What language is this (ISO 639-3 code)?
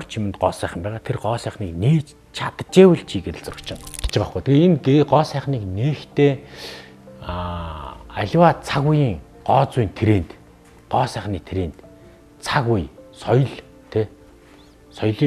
mon